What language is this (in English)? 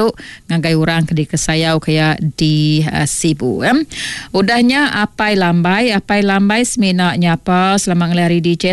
Iban